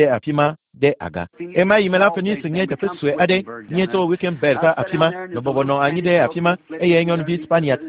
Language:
Ewe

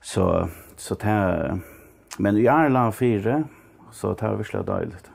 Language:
Faroese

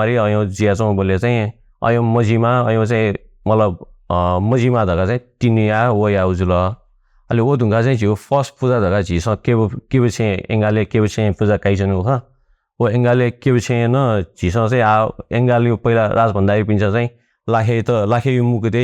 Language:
Newari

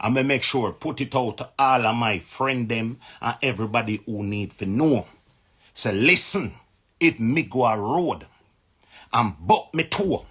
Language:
Jamaican Creole English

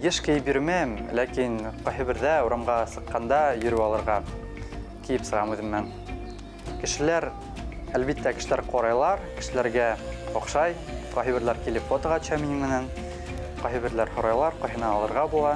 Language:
Bashkir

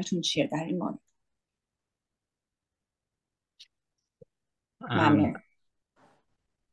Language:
Persian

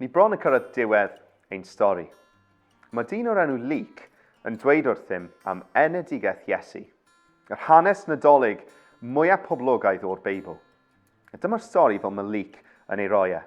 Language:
Welsh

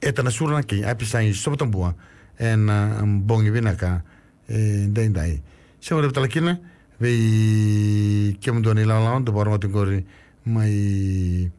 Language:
Fijian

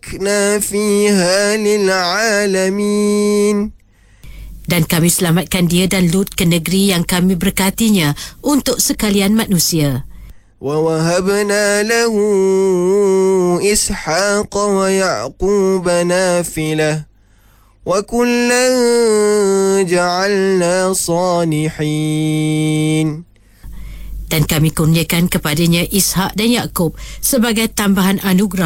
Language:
Malay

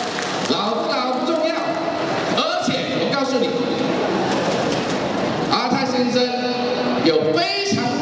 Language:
Chinese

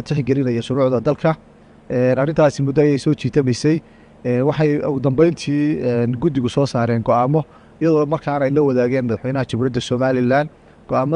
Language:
Somali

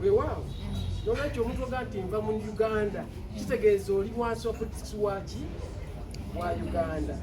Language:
Ganda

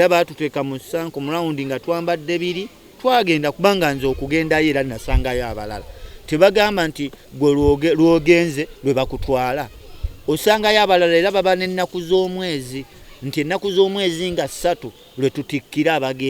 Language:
Ganda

